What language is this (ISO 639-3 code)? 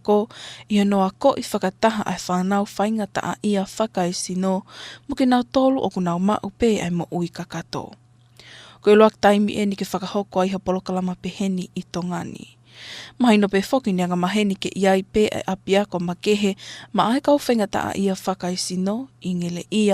ton